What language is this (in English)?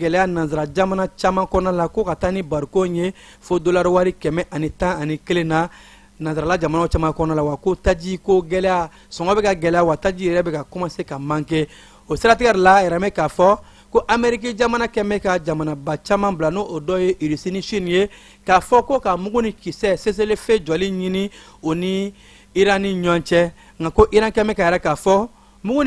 Bambara